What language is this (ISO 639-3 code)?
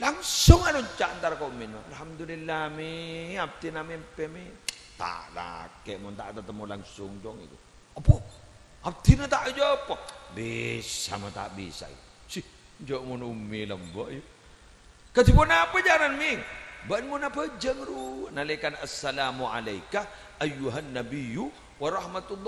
mad